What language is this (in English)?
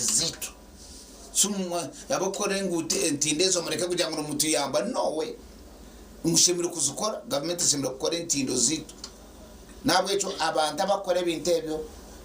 Nyankole